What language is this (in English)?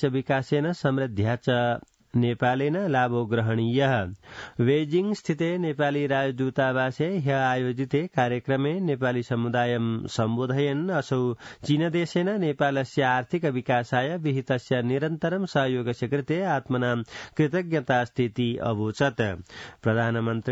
Sanskrit